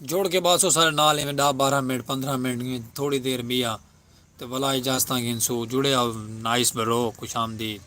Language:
Saraiki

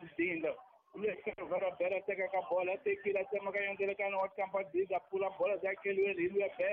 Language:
Tsonga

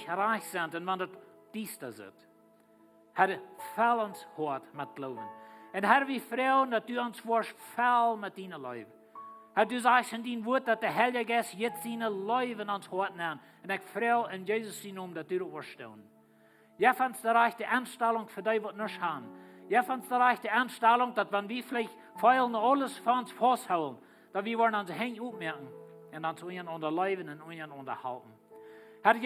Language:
Plautdietsch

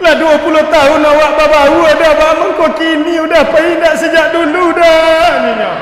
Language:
Minangkabau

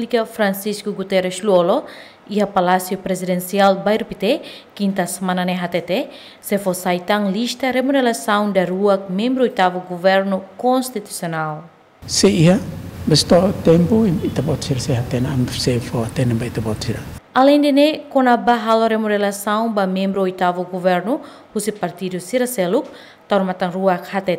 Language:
Tetum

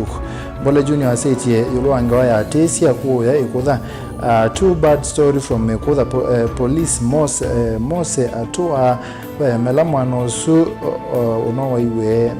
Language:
Kamba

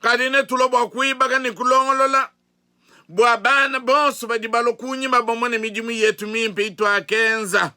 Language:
Luba-Lulua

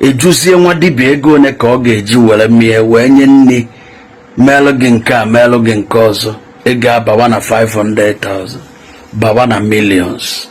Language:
Igbo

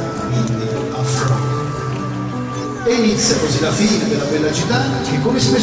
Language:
Italian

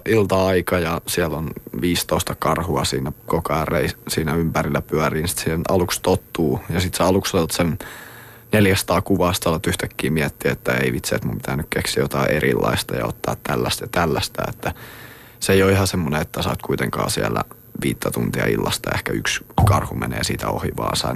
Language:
Finnish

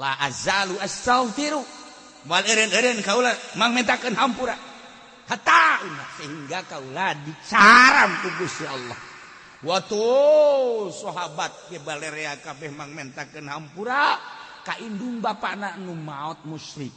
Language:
Sundanese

